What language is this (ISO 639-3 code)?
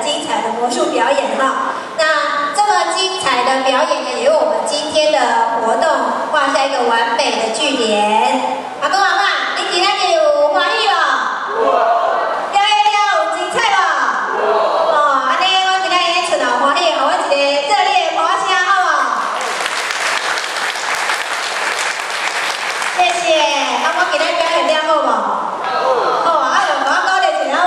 zho